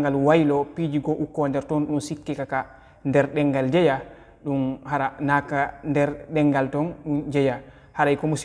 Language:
Fula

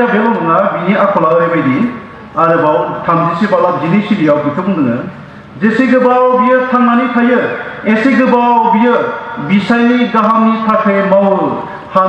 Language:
Bodo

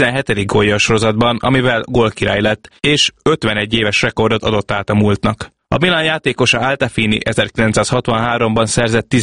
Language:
Hungarian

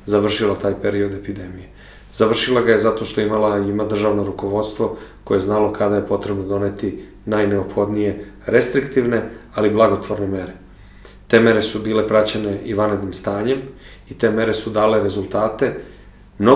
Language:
Serbian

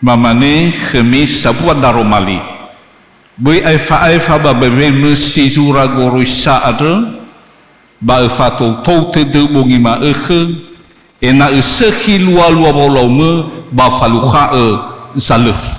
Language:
Nias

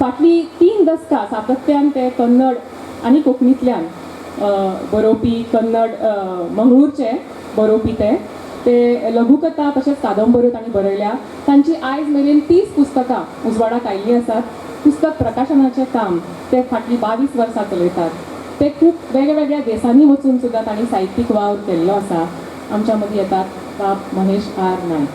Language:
Konkani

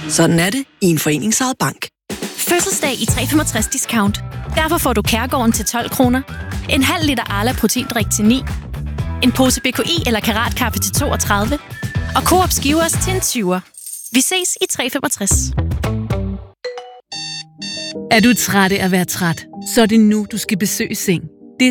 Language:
Danish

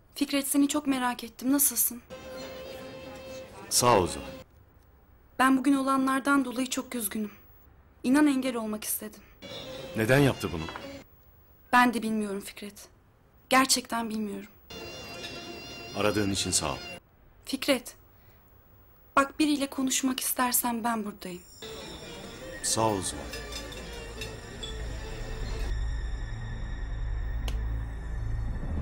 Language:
Turkish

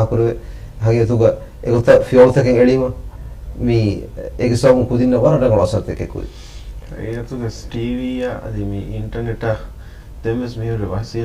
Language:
Divehi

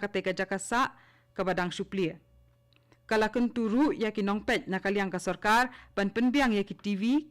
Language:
Khasi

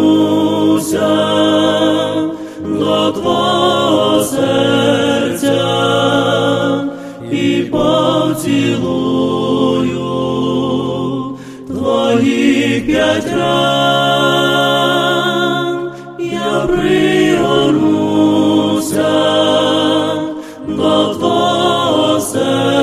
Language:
Ukrainian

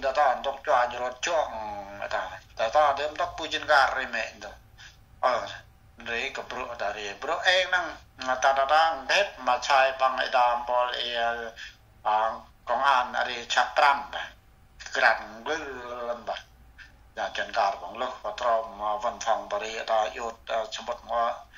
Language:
Central Mnong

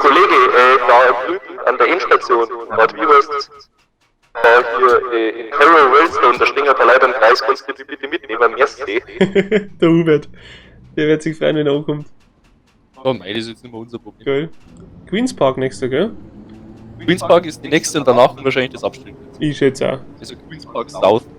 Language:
Bavarian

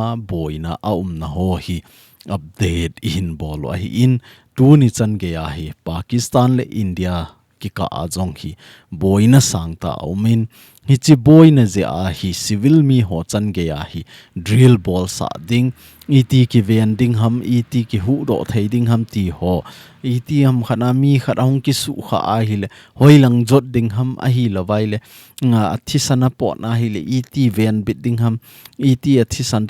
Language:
Thado Chin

